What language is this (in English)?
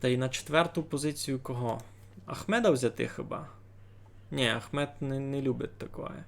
Rusyn